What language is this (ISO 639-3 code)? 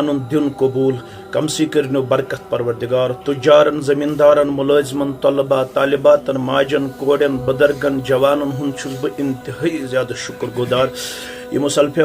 kas